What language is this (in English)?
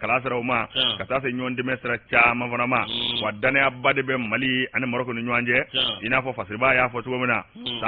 Bambara